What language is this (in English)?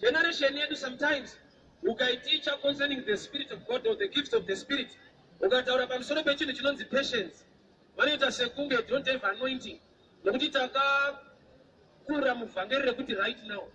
Shona